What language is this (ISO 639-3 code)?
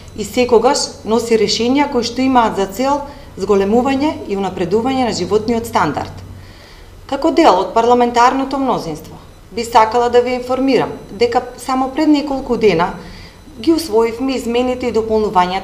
mkd